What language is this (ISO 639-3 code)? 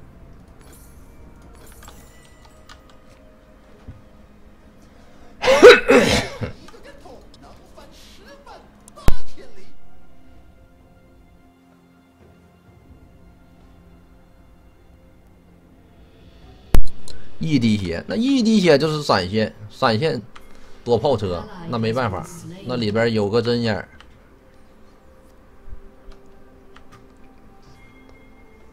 zho